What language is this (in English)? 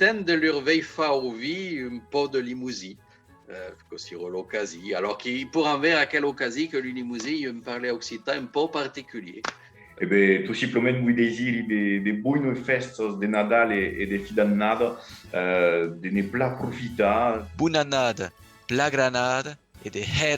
Occitan